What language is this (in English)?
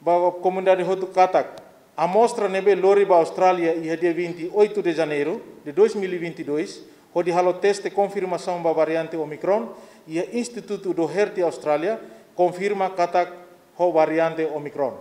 Tetum